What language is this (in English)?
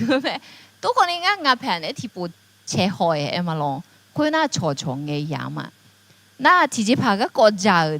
Akha